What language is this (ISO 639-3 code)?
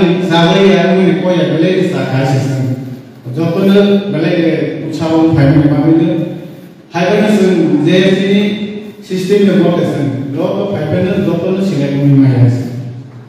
trp